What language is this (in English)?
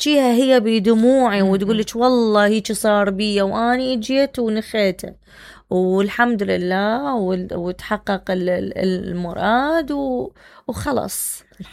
Mesopotamian Arabic